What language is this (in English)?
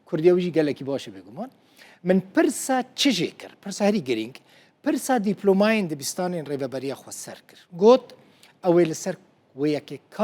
Kurdish